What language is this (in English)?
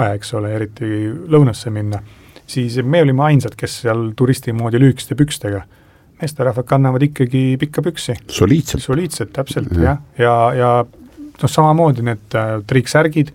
Estonian